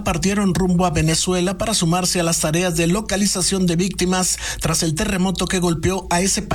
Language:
Spanish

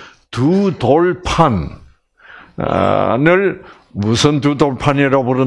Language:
Korean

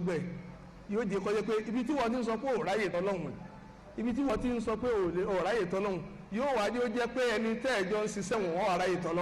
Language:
Yoruba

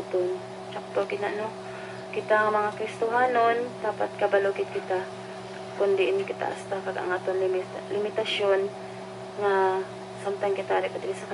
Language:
Hiligaynon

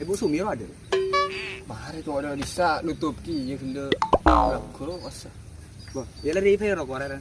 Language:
Madurese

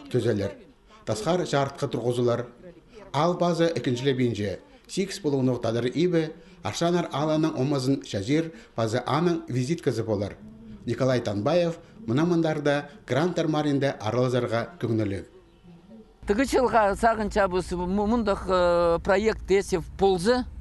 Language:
Khakas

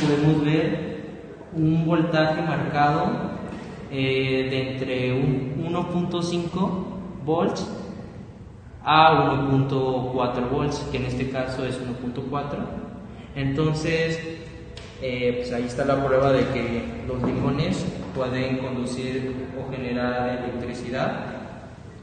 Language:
Spanish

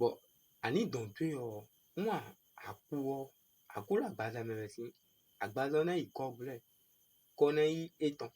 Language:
Fon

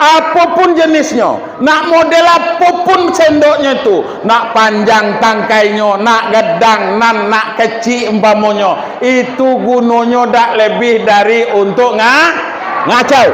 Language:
Minangkabau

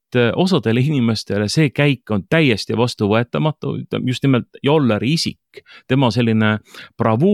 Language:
Estonian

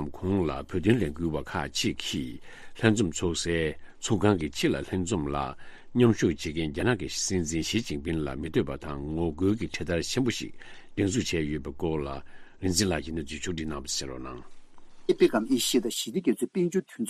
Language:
Tibetan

